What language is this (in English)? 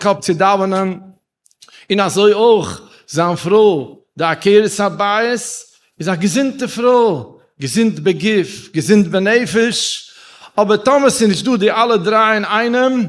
Yiddish